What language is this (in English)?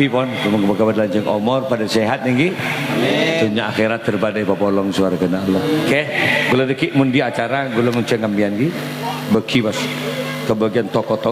Madurese